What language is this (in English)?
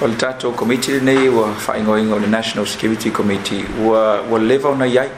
Samoan